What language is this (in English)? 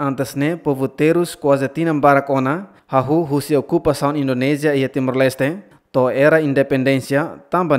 Tetum